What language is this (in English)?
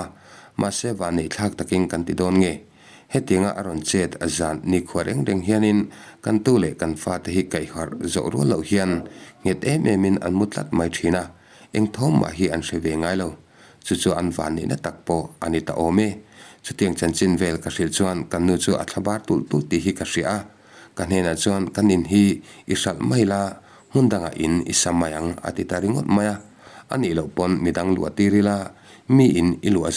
Mizo